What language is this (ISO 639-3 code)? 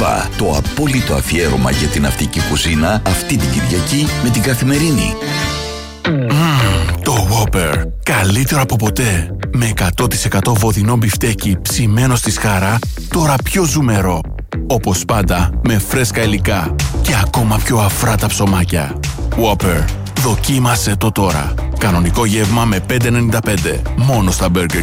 ell